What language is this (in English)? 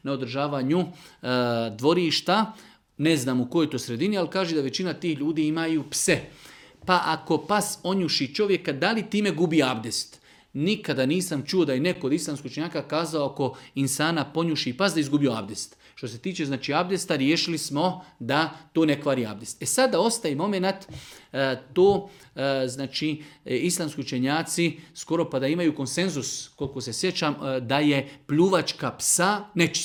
Bosnian